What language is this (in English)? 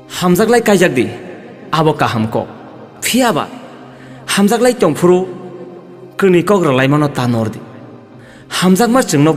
Kok Borok